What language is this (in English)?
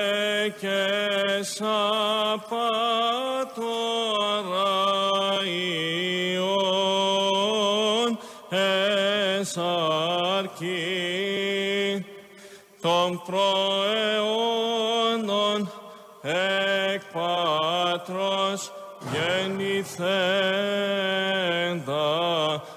Greek